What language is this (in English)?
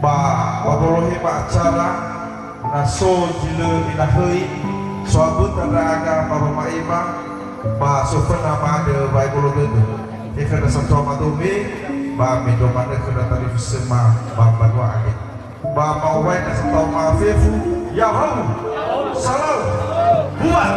Nias